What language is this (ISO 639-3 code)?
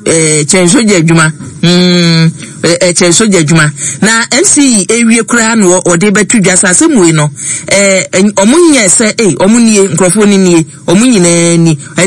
aka